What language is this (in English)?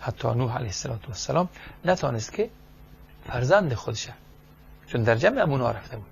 Persian